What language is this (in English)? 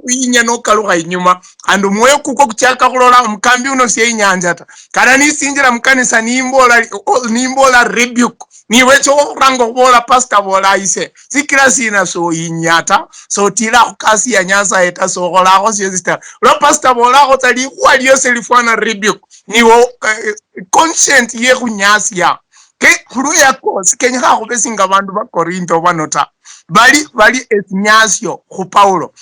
Luyia